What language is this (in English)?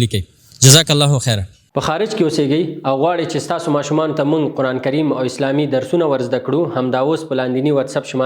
Pashto